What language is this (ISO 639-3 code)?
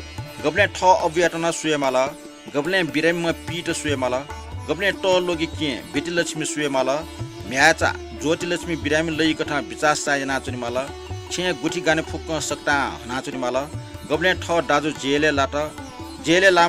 new